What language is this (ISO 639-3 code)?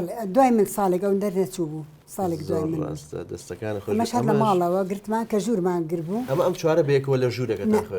ckb